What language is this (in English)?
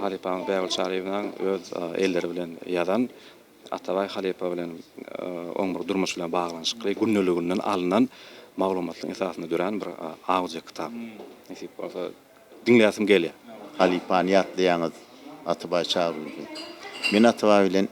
Turkmen